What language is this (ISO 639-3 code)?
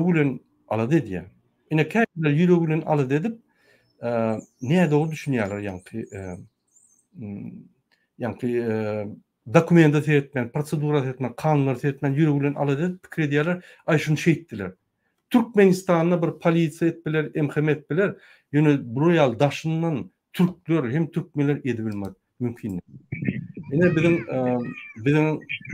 tuk